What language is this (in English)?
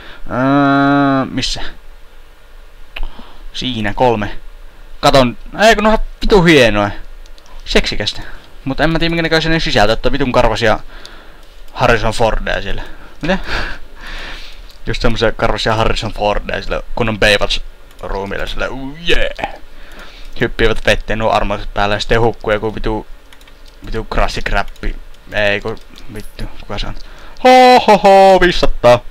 Finnish